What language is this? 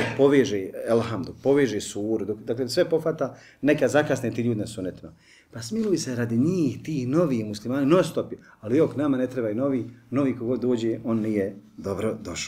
Bosnian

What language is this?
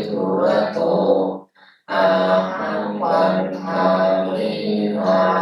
Pali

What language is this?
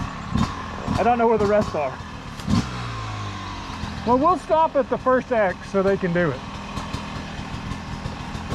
English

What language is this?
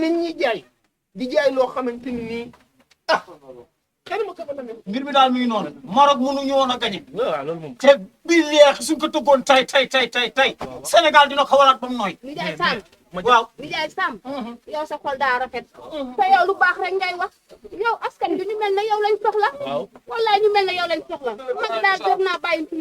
Wolof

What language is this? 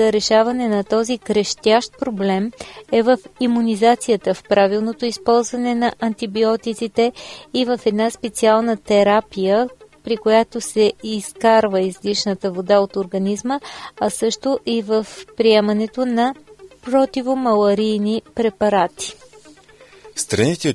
Bulgarian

